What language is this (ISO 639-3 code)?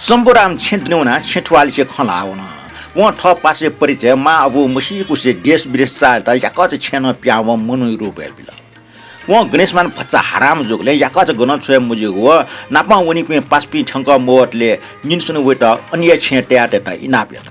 new